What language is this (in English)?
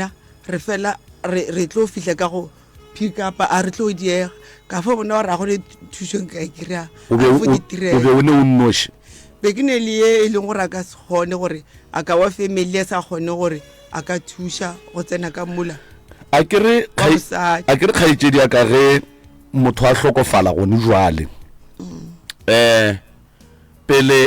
Northern Sotho